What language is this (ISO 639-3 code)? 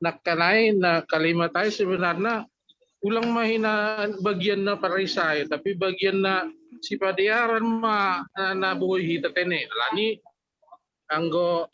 bts